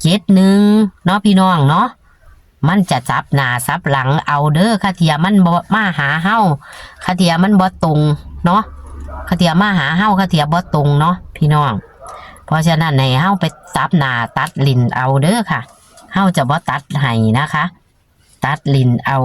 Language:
Northeastern Thai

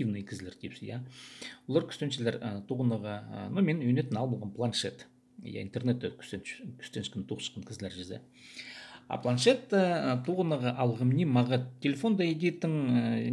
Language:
Khakas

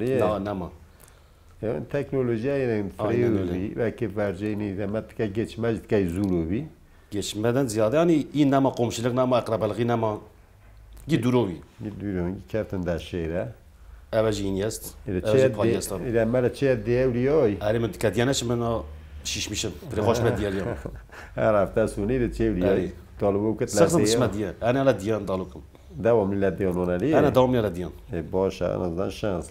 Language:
Kurdish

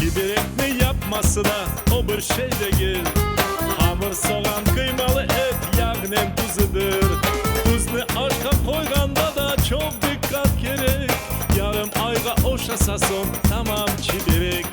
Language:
Crimean Tatar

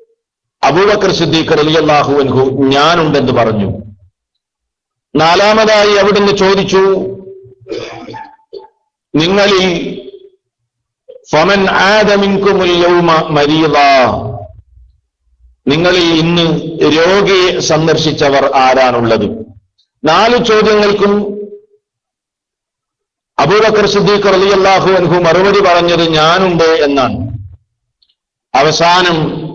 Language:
Malayalam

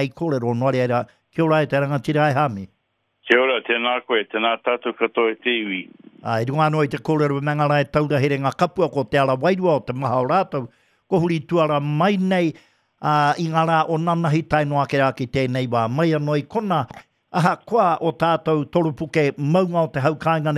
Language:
Māori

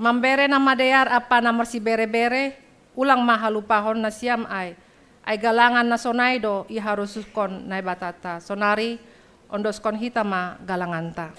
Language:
Batak Simalungun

